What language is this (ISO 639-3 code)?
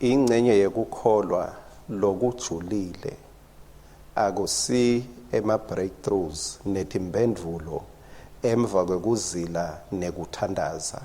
ssw